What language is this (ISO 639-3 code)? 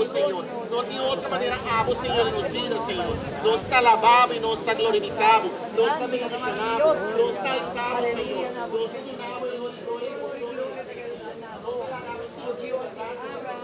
pap